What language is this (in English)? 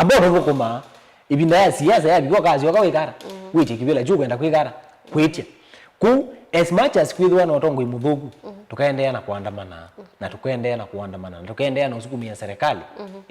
Kamba